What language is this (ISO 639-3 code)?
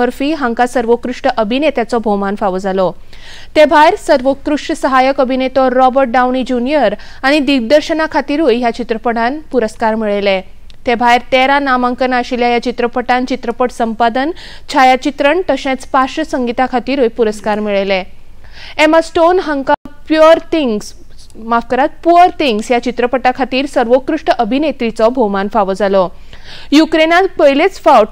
kok